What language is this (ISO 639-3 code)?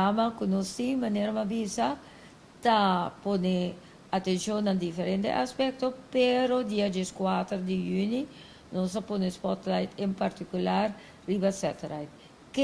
pap